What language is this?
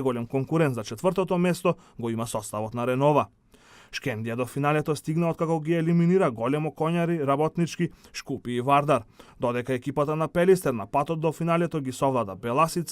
Macedonian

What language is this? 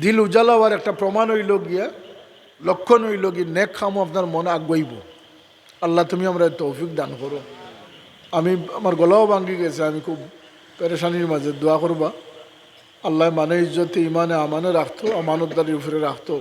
Sylheti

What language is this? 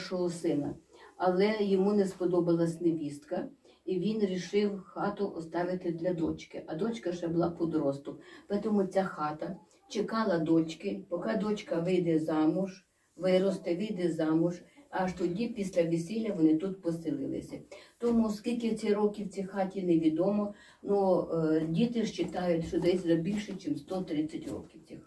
Ukrainian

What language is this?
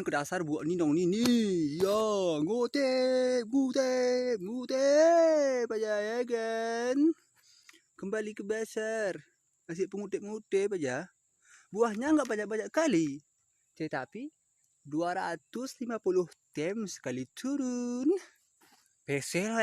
Gayo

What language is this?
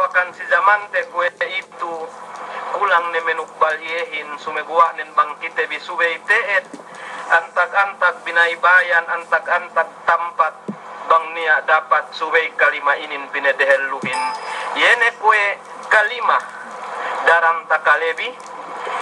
Yakan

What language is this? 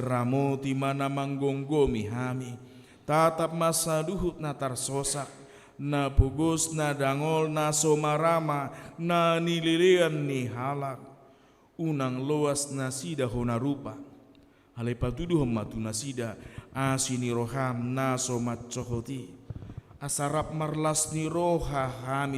Batak Toba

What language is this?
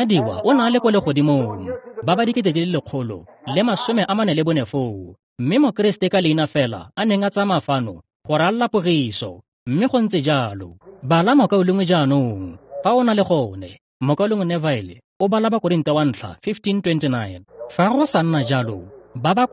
Tswana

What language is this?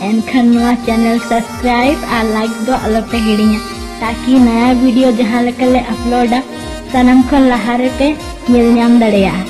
Santali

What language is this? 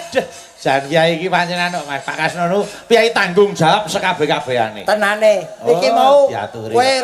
Javanese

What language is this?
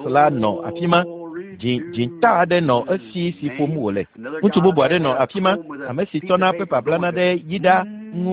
Ewe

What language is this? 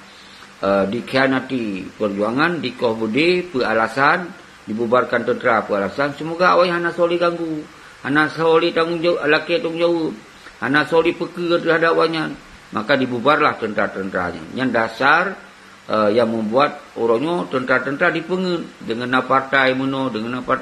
Achinese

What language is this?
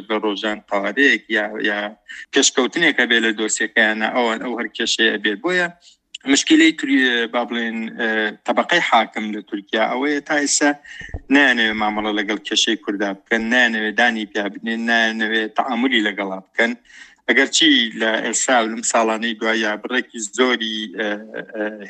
Central Kurdish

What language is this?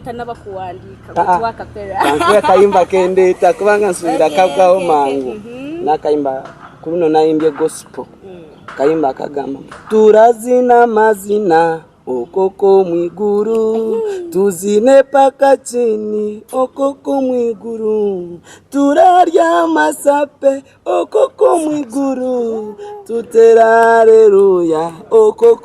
Nyankole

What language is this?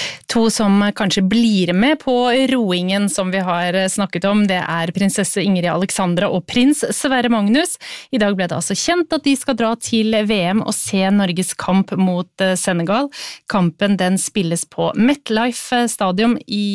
Norwegian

